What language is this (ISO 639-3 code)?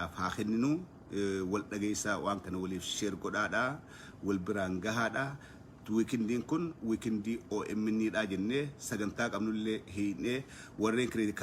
orm